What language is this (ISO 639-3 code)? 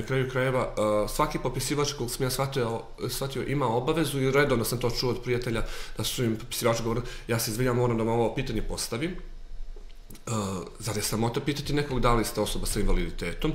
srp